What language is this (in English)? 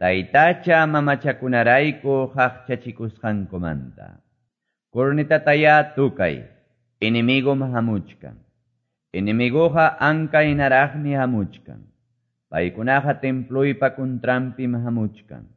Quechua